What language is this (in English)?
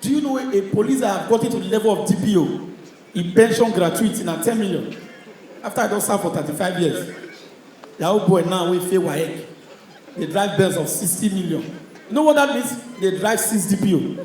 Nigerian Pidgin